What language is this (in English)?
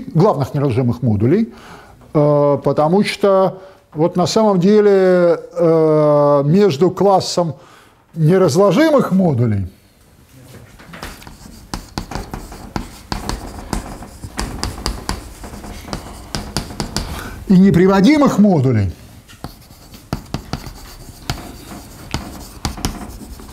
Russian